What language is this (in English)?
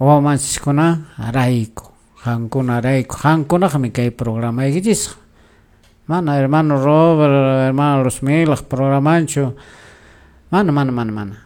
Quechua